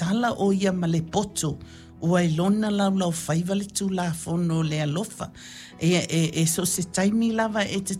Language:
Samoan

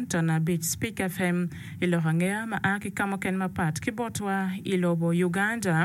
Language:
Acoli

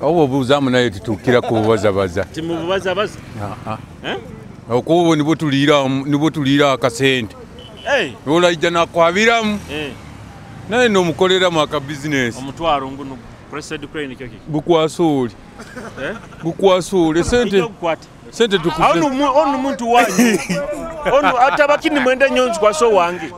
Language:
Nyoro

